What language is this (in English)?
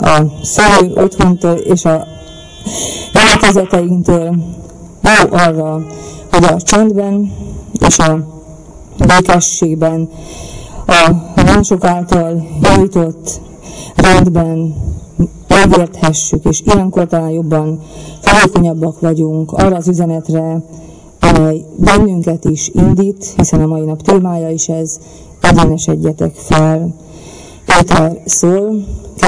Hungarian